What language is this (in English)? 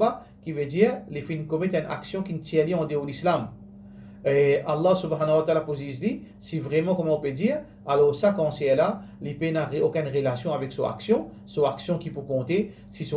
Morisyen